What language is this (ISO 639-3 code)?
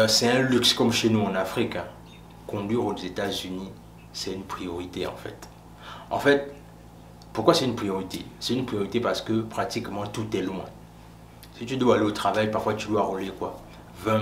fra